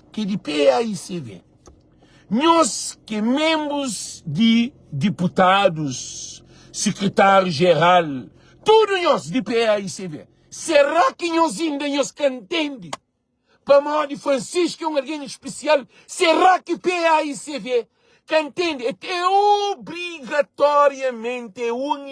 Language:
Kabuverdianu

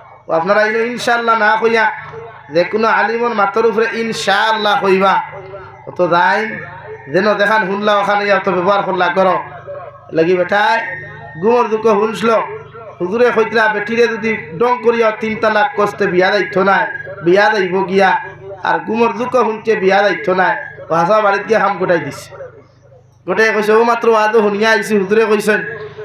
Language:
Sylheti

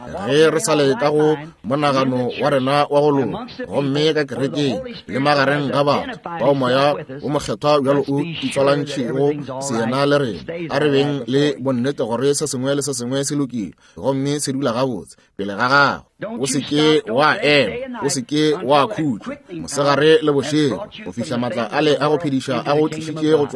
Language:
Northern Sotho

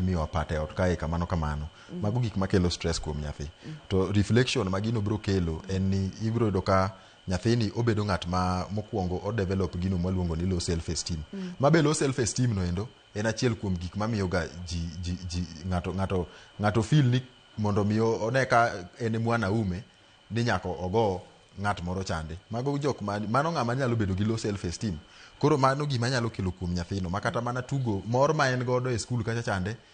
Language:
Luo (Kenya and Tanzania)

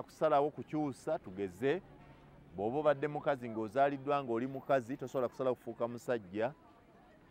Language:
Ganda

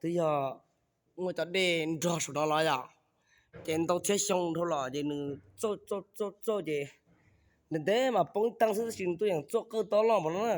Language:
Hmong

